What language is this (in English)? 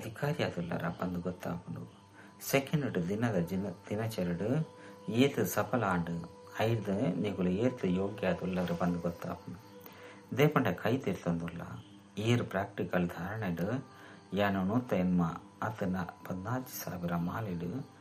Tulu